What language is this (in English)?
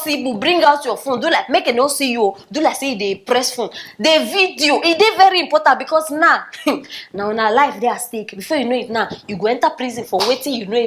Nigerian Pidgin